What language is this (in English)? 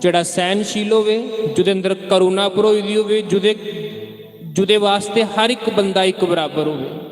Dogri